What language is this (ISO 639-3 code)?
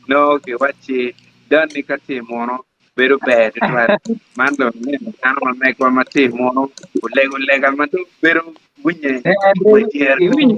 ach